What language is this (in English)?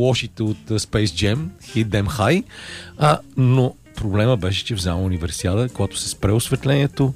Bulgarian